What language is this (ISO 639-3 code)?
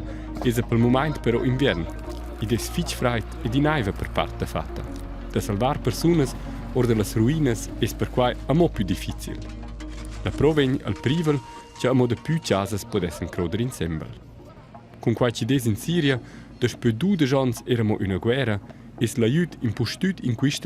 roh